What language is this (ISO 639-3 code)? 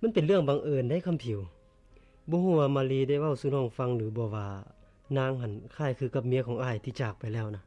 lao